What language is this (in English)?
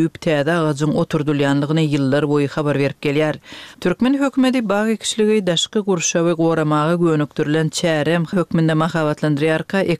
Turkmen